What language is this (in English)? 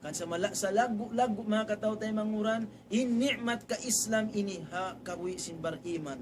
Tausug